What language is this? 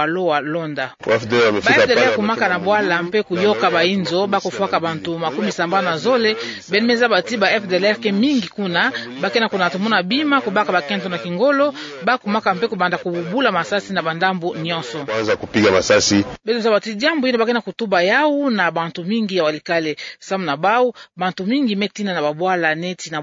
Kituba (Democratic Republic of Congo)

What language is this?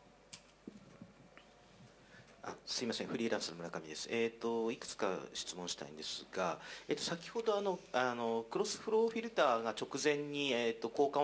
Japanese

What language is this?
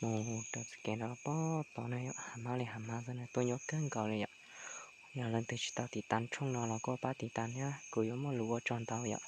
Hmong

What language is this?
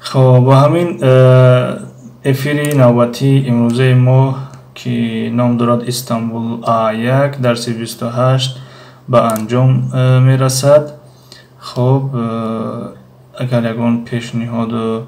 Tajik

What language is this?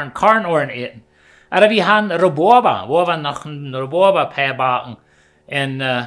Plautdietsch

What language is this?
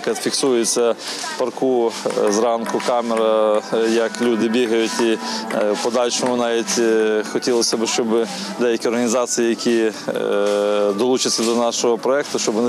Ukrainian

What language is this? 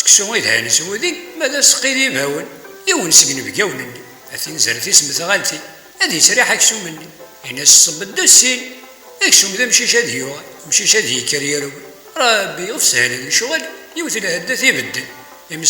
Kabyle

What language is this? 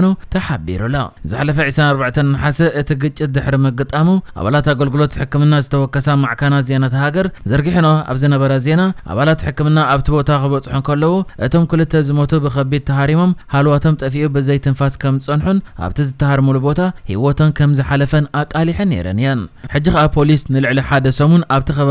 Tigrinya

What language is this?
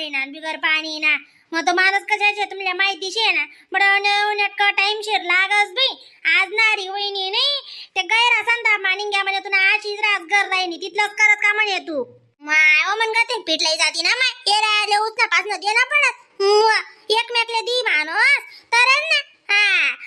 Khandesi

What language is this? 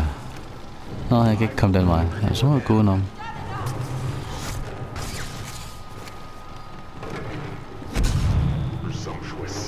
Danish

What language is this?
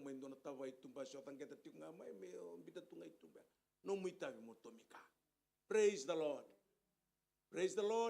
Fijian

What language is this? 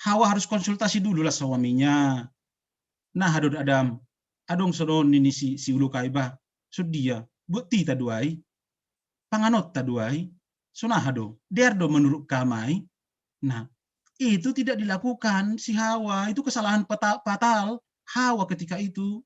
Batak Simalungun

